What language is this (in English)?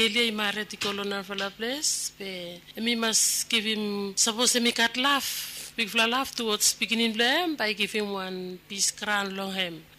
Bislama